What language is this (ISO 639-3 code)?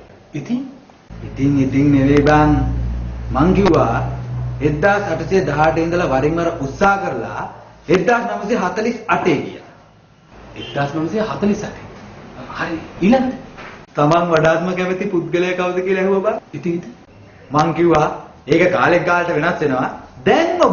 sin